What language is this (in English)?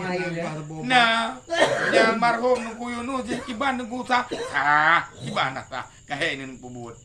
Achinese